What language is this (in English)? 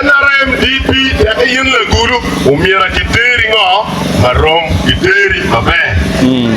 Acoli